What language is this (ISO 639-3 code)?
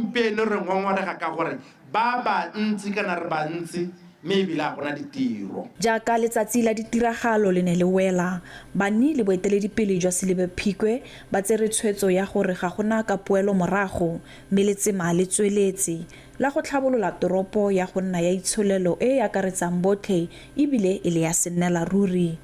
tsn